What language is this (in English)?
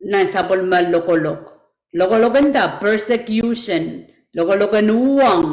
Pohnpeian